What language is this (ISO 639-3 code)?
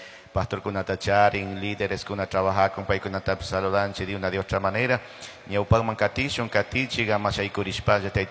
qug